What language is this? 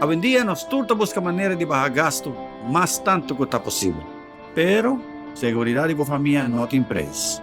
Papiamento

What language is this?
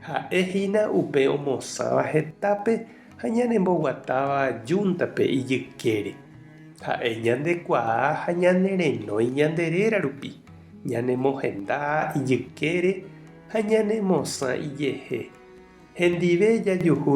Guarani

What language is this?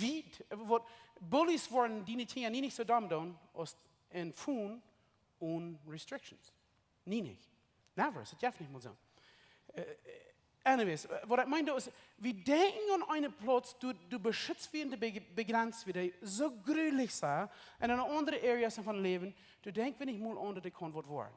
Plautdietsch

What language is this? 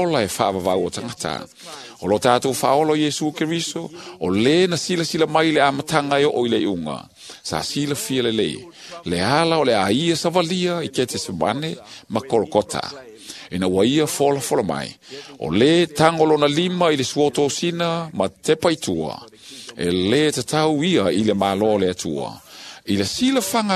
Samoan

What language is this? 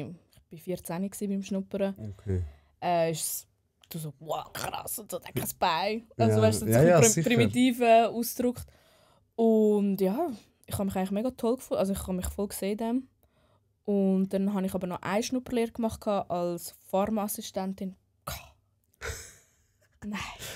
Swiss German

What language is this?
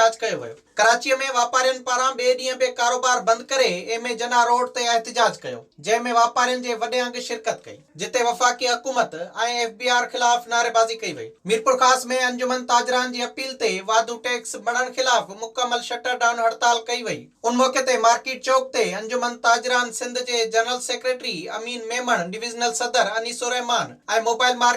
Sindhi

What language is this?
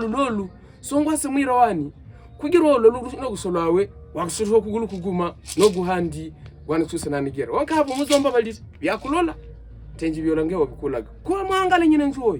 Havu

